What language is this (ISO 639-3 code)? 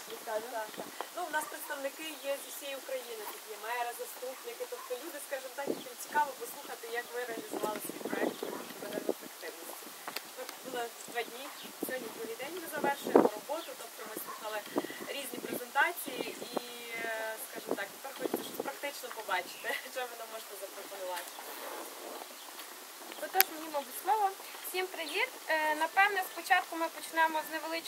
ukr